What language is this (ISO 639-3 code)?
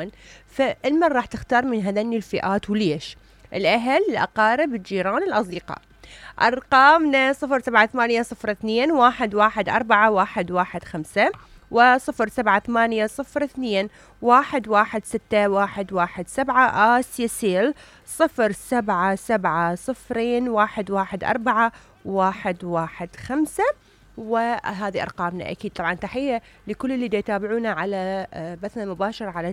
acm